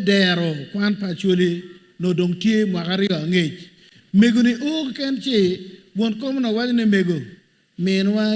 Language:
Acoli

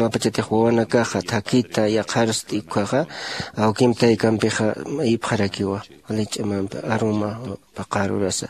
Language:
Aymara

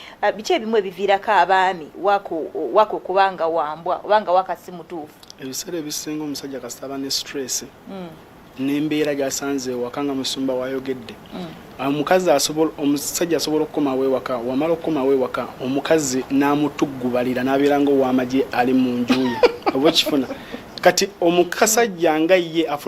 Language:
Ganda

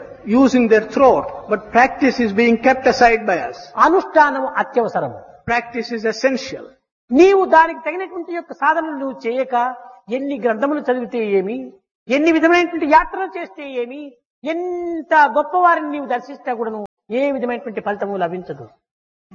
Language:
Telugu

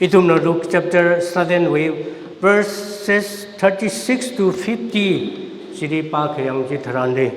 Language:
Tangkhul Naga (India)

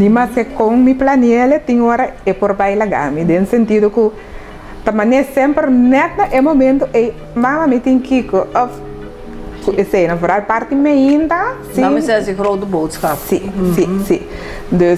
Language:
Papiamento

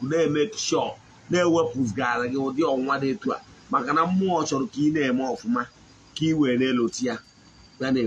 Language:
Igbo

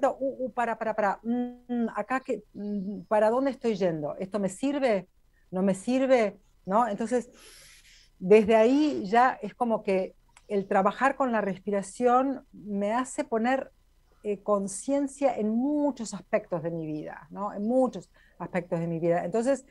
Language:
Spanish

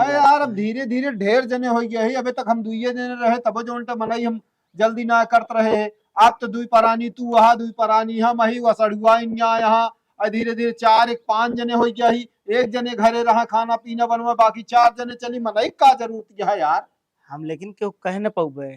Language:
Awadhi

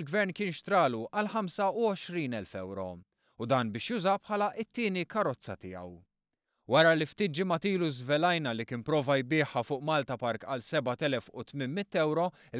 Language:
Maltese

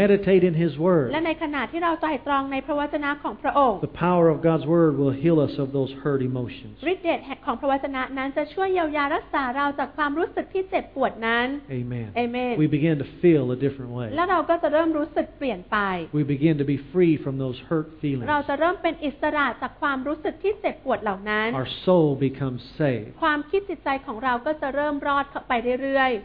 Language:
Thai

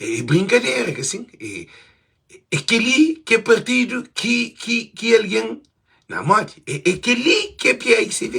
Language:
Kabuverdianu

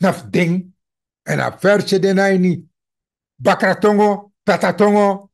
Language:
Sranan Tongo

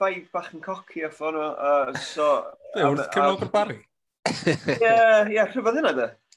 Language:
Welsh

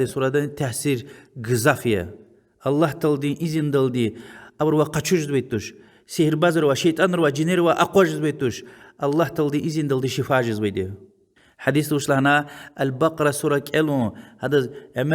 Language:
Lezghian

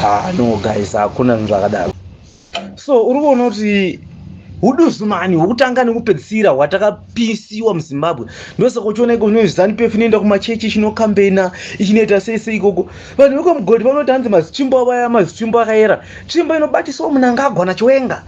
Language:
Shona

